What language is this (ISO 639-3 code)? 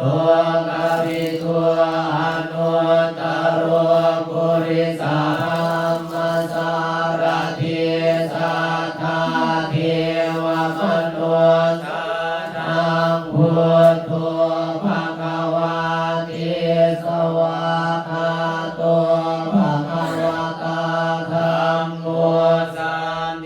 pli